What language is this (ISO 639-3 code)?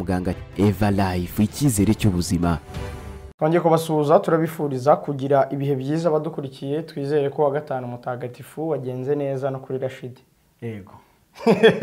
kin